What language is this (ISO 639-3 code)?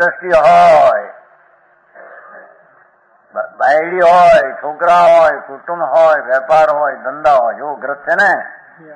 guj